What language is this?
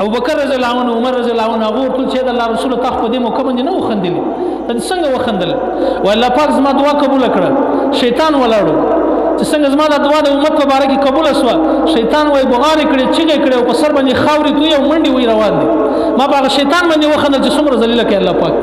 Pashto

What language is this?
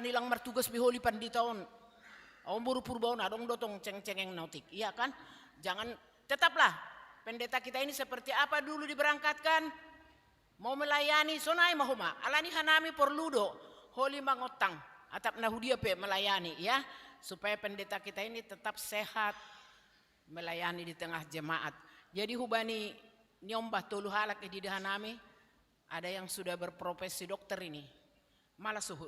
Batak Simalungun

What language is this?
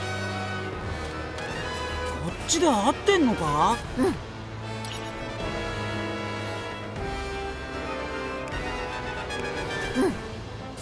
Japanese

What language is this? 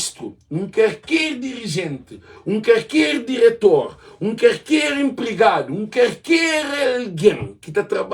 Kabuverdianu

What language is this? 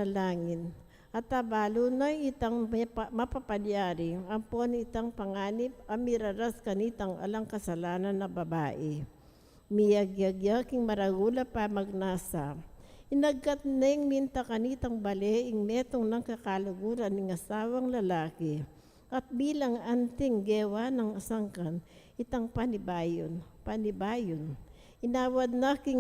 Pampanga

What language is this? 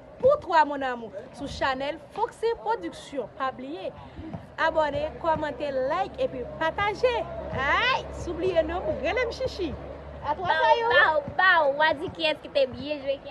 Haitian Creole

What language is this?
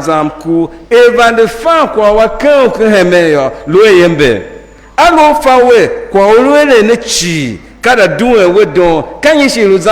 Tiv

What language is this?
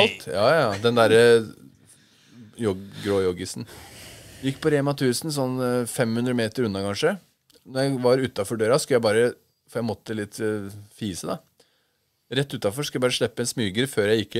Norwegian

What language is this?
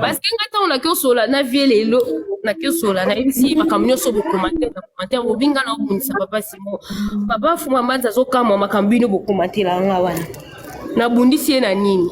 Lingala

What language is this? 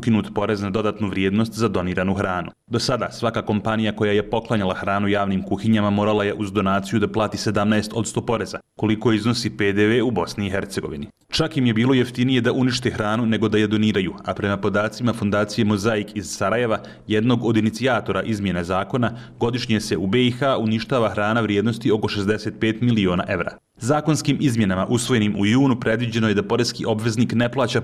Bosnian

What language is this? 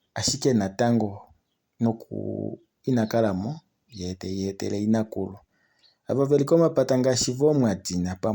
Kuanyama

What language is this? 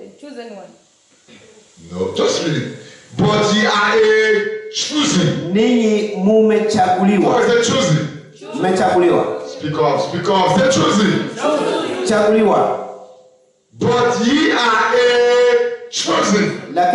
Swahili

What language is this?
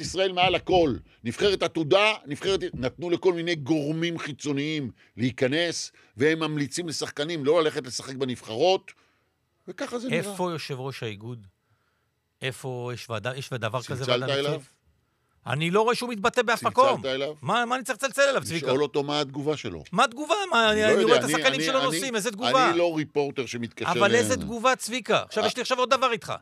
Hebrew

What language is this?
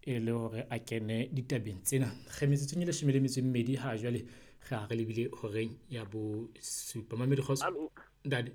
Southern Sotho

